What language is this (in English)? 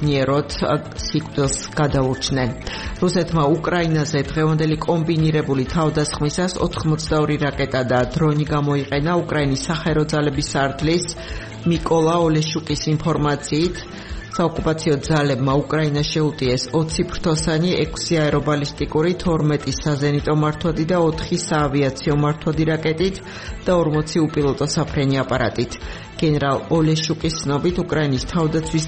Georgian